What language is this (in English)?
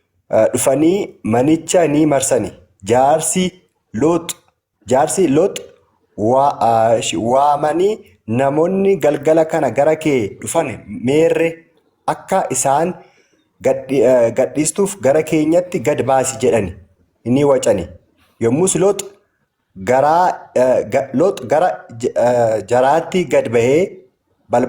Oromo